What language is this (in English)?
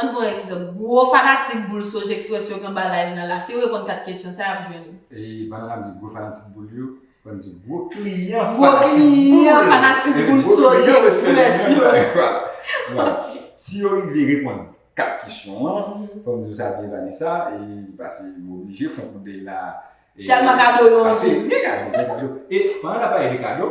Haitian Creole